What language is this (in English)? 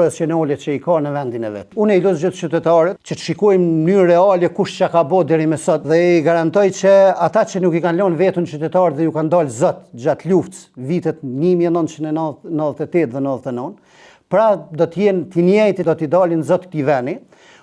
Albanian